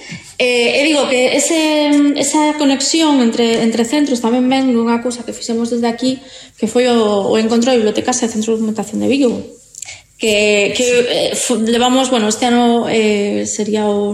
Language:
Galician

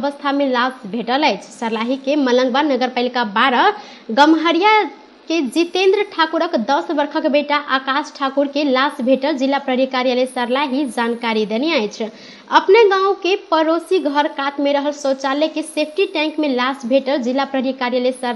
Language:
Maithili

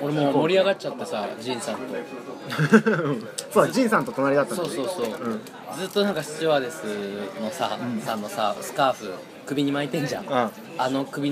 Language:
Japanese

